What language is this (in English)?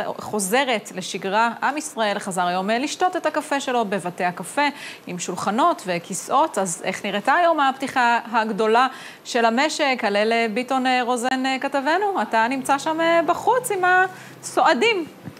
Hebrew